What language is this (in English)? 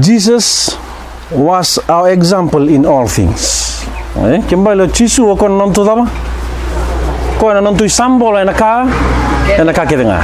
Fijian